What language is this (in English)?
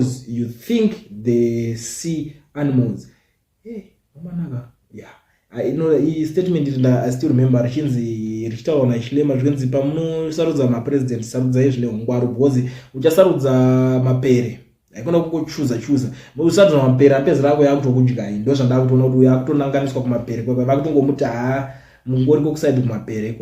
Shona